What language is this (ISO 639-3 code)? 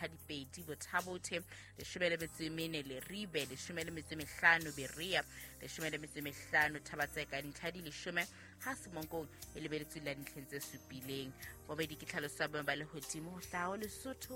sot